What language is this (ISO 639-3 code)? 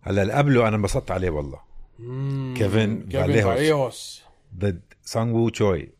apc